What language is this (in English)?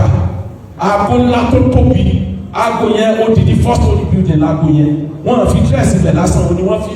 Yoruba